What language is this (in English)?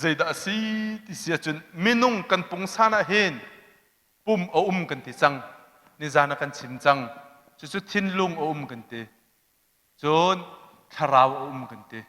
Hakha Chin